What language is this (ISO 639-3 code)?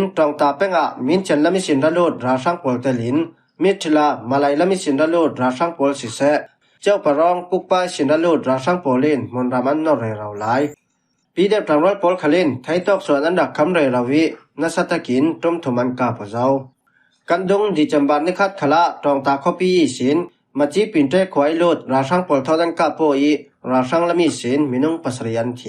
cfm